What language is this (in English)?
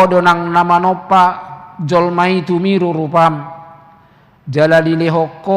Batak Toba